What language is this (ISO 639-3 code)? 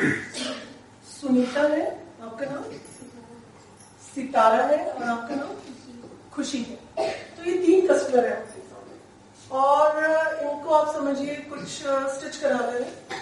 hin